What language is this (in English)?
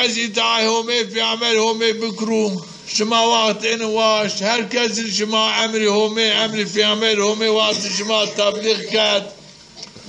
Zaza